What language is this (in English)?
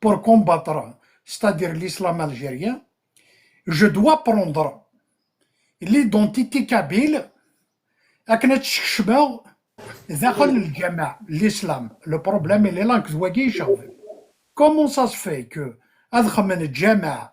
Kabyle